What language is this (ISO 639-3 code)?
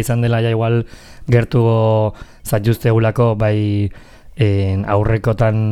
eus